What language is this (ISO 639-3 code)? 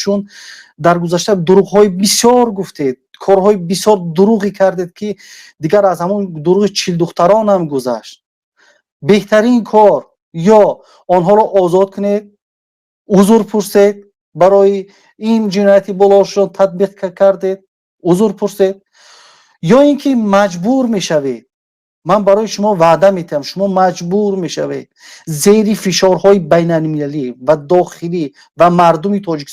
tgk